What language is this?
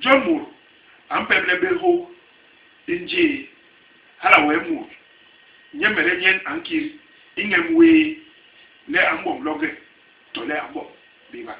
Basaa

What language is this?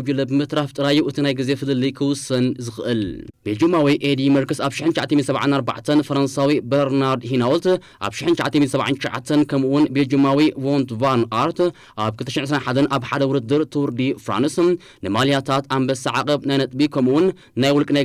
Tigrinya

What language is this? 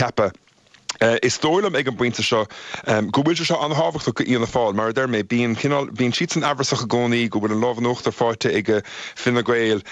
Irish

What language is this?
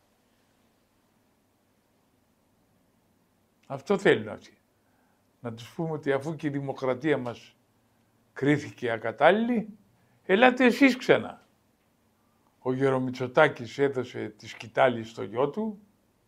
Greek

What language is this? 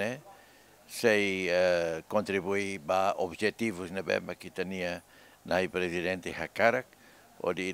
Tetum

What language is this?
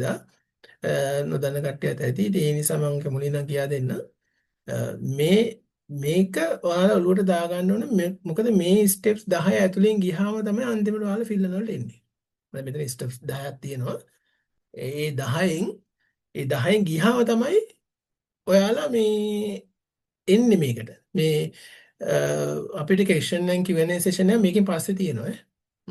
Sinhala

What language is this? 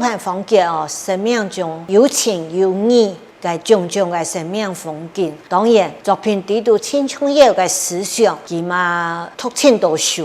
Hakka Chinese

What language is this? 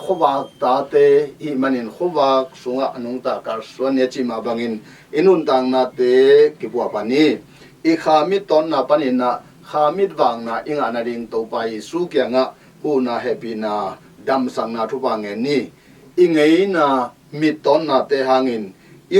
Tedim Chin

